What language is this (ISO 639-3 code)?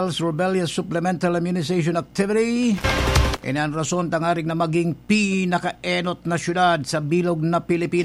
bik